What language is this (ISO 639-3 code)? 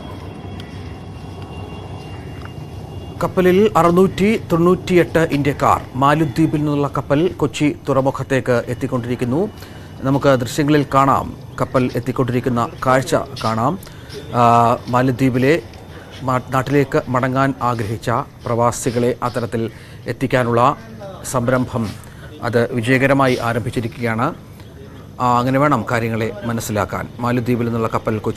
mal